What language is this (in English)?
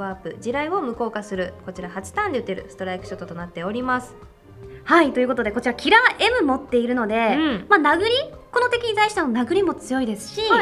Japanese